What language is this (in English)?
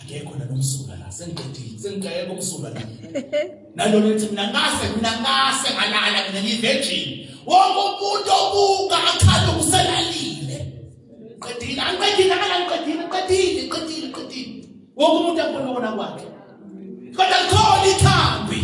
Zulu